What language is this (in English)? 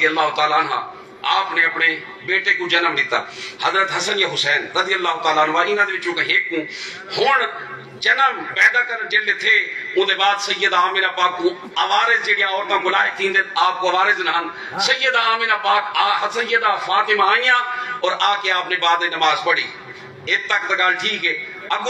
Saraiki